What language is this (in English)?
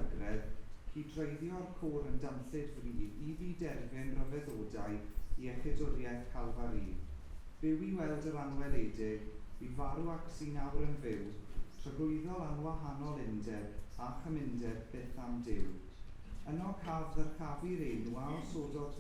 Welsh